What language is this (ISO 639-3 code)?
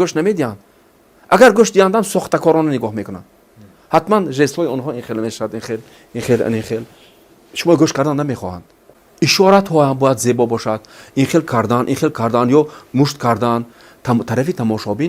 tgk